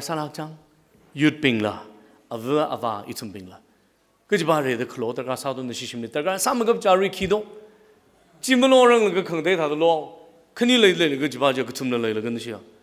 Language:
Tangkhul Naga (India)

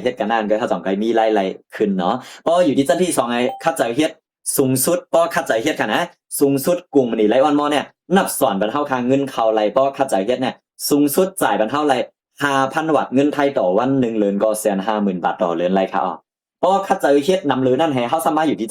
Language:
Shan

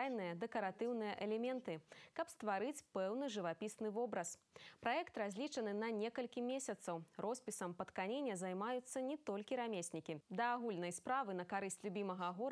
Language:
Belarusian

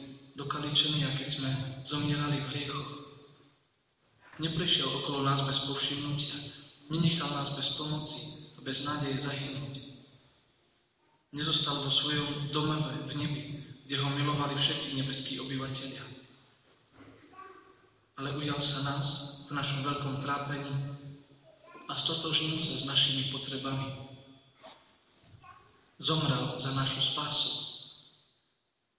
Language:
Slovak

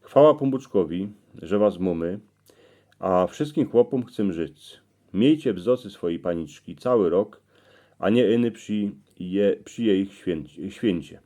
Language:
Silesian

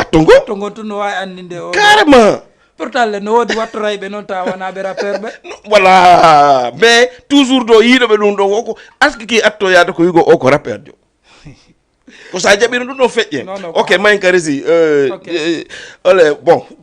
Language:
Fula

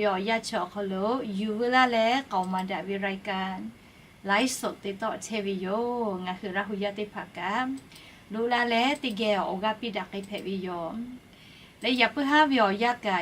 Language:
Lahu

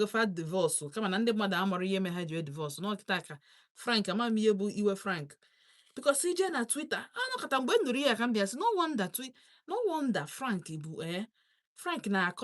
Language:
Igbo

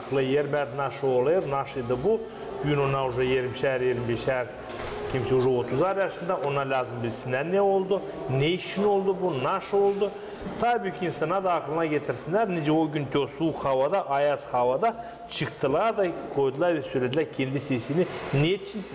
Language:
Gagauz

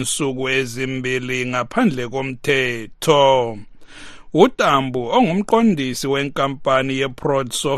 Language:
North Ndebele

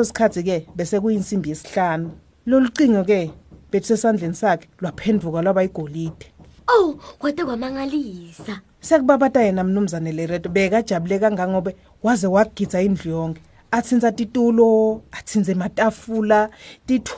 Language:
Swati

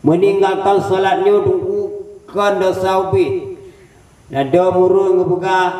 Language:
Achinese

